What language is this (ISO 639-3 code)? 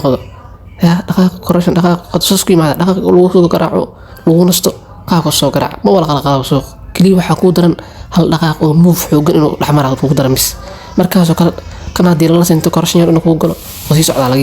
som